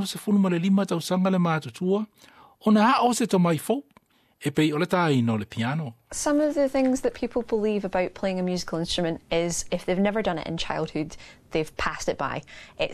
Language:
Samoan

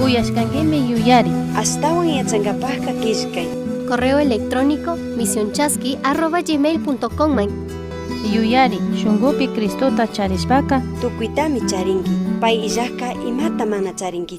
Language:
Chimborazo Highland Quichua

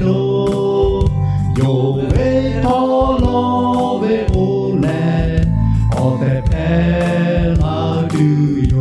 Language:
Lahu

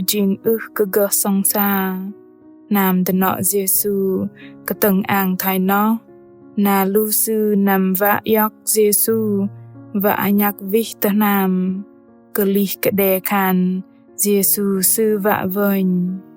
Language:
Bahnar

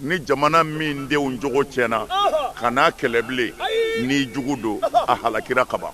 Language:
Bambara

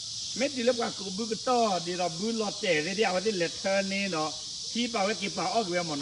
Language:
S'gaw Karen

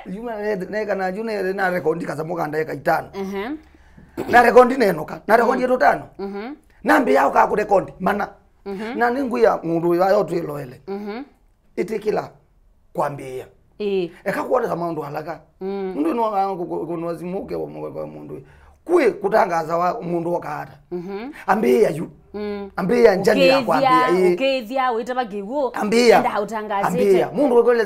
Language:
Kamba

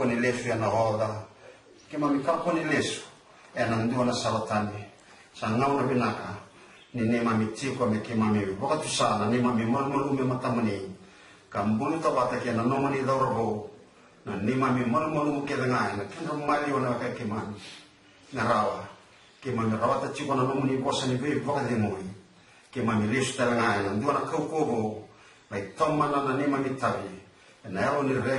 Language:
Fijian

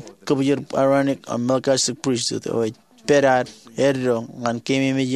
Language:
Marshallese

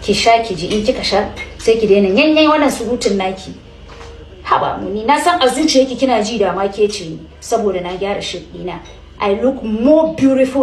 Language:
Hausa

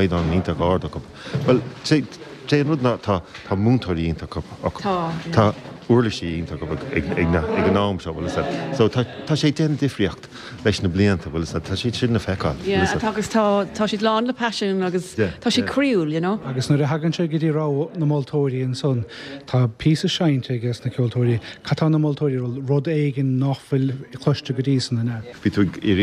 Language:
Irish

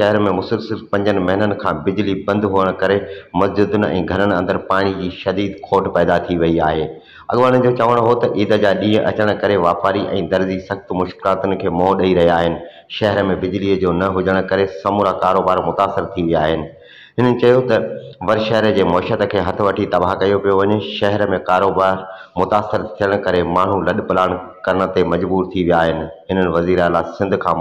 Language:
Sindhi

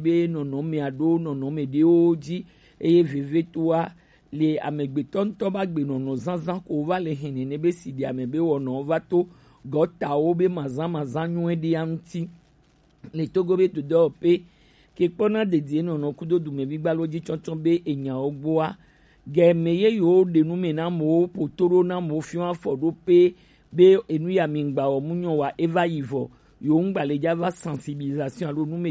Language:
Gen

